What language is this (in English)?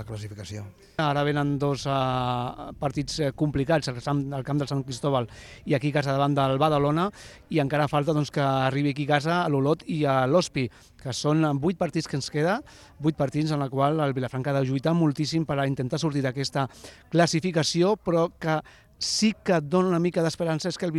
Catalan